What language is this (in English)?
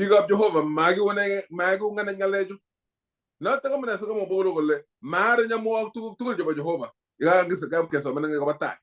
Kalenjin